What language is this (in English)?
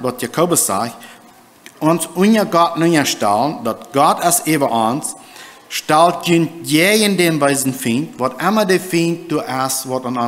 Plautdietsch